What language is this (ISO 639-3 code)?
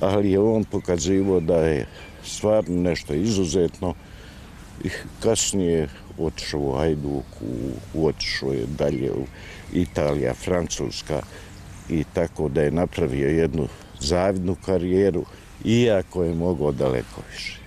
bos